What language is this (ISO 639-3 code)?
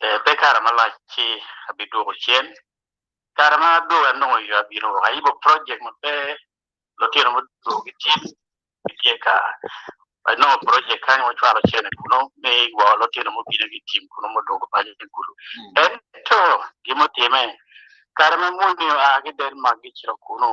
ach